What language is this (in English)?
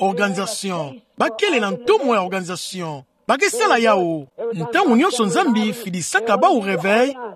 Kituba (Democratic Republic of Congo)